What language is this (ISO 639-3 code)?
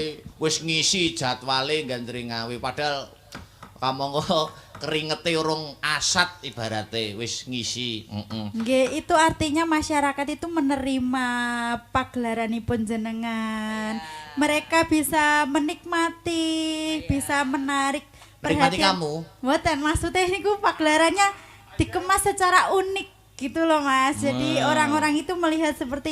jav